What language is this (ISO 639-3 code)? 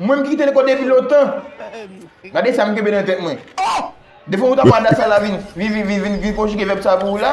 hat